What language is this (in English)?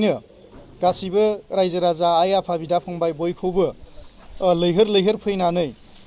Bodo